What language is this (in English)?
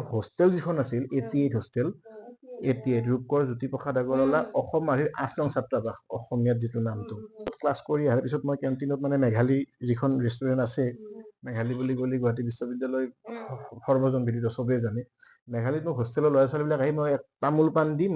Assamese